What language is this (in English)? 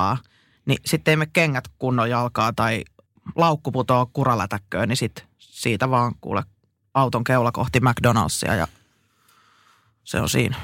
Finnish